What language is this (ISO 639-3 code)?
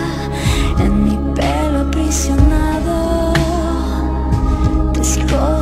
spa